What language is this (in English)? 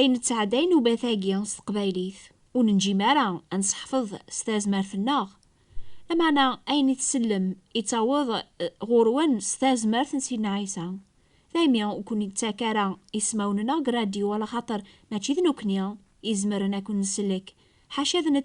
Kabyle